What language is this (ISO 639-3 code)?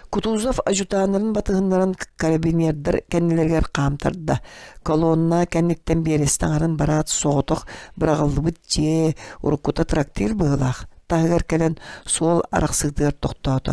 sah